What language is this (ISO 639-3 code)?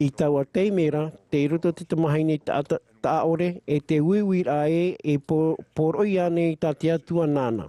tah